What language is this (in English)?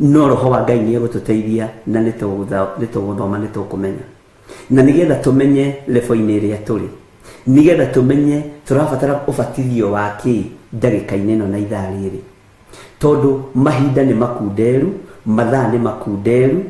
Kikuyu